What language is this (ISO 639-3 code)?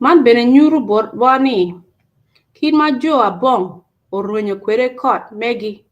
ach